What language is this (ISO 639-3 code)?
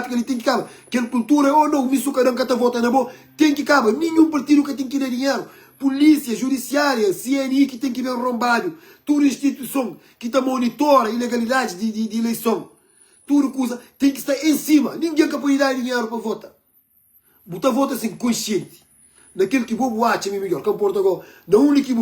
kea